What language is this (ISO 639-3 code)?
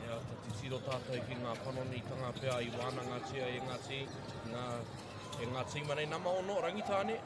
mri